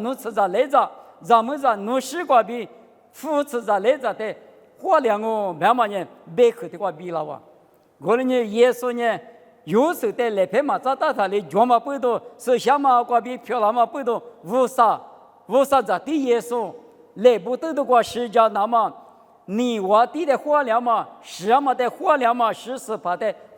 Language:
Lisu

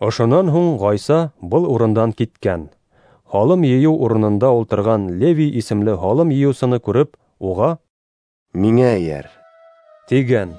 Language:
Bashkir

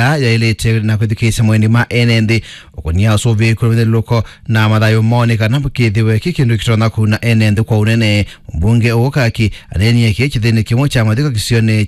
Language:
Kamba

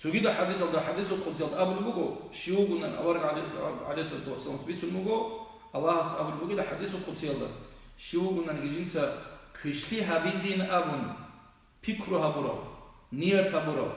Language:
Avaric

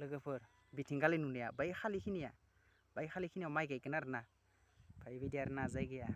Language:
Bodo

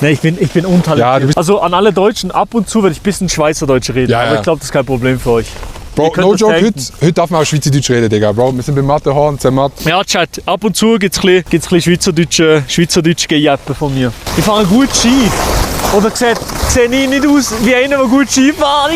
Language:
Swiss German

